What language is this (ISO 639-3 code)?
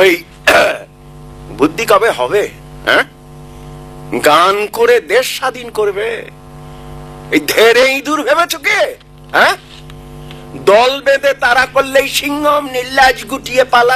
ben